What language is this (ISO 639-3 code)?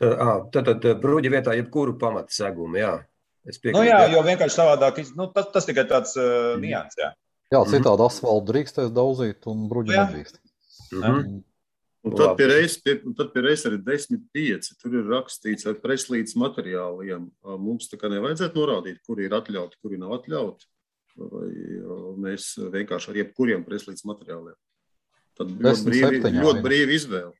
lav